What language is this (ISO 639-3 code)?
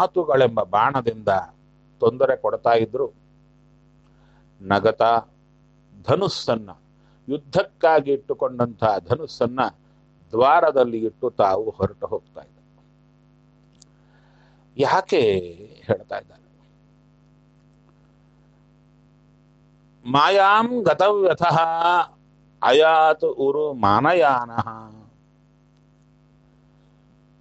kan